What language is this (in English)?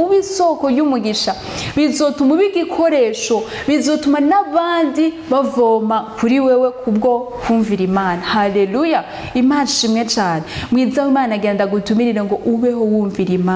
Rundi